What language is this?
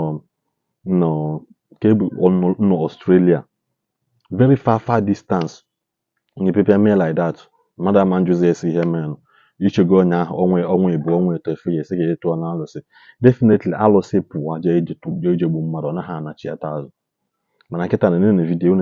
Igbo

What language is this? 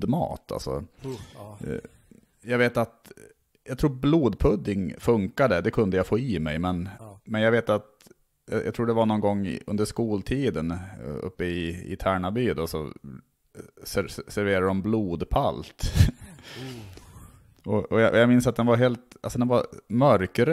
Swedish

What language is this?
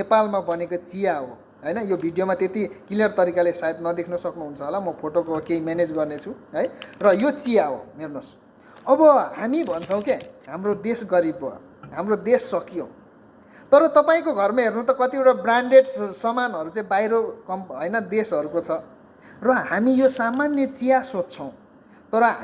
Nepali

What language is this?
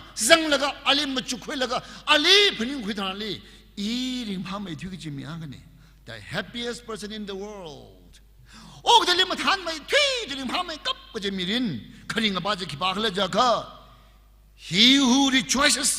Tangkhul Naga (India)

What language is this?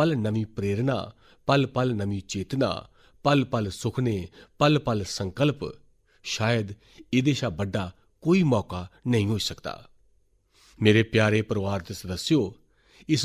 Dogri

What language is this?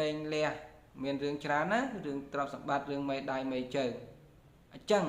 Khmer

